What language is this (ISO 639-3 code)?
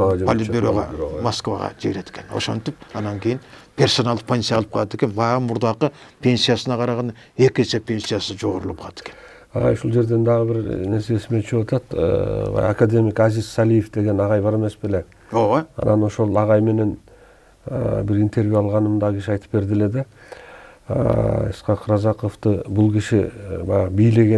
kir